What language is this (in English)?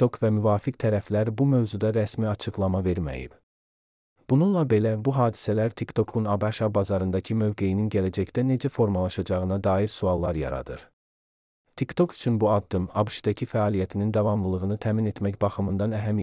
Azerbaijani